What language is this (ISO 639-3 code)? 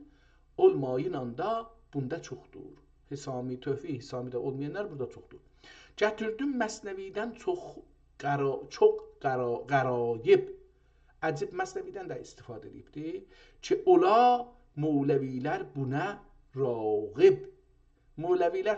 azb